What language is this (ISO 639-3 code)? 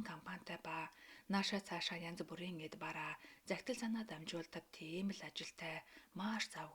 mon